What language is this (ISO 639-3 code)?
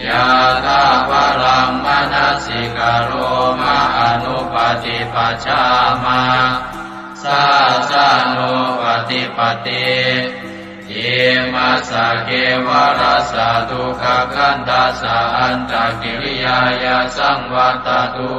pli